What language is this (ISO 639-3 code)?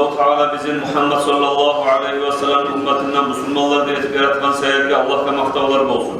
kum